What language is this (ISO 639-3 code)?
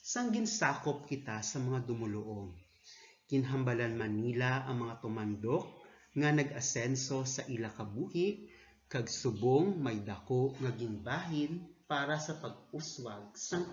hil